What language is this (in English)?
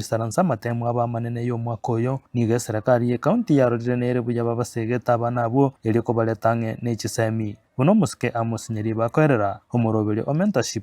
Gusii